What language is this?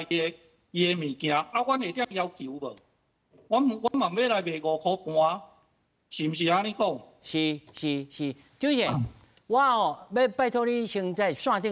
Min Nan Chinese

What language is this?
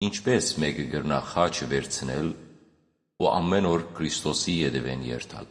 Western Armenian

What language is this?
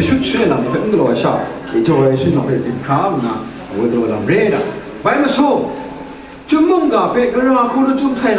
Kachin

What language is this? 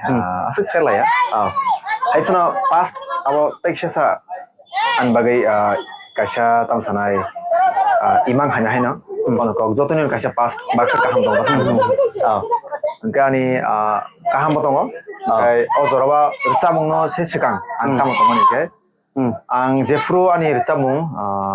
Kok Borok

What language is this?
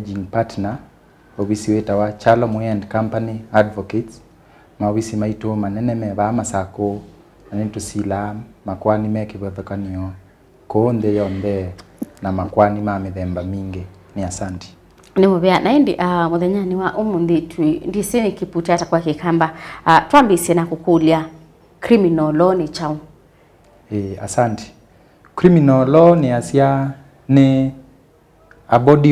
Kamba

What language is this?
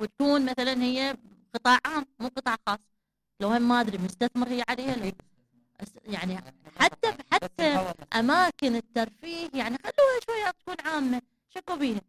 Mesopotamian Arabic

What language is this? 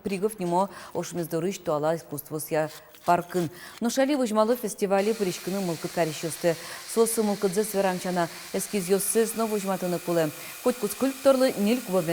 Udmurt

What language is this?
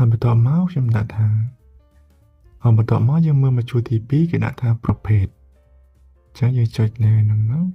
Khmer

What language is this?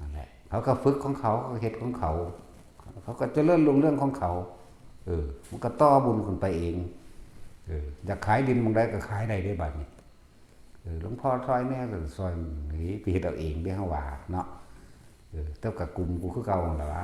Northeastern Thai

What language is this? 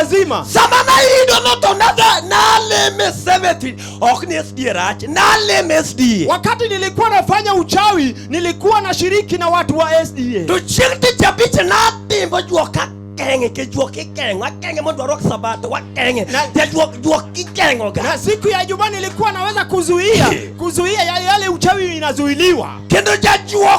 Luo (Kenya and Tanzania)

